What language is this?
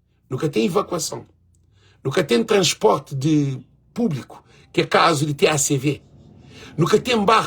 Kabuverdianu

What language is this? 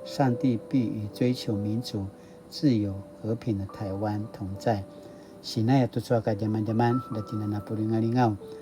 Paiwan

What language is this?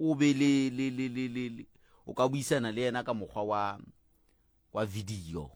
Tswana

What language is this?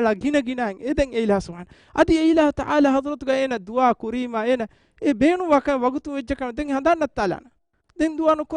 Divehi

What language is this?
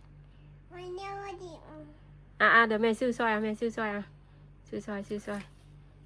Northeastern Thai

